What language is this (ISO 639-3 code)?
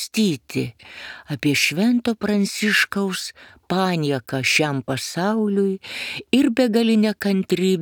lit